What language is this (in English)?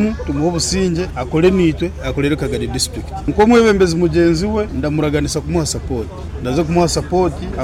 Nyoro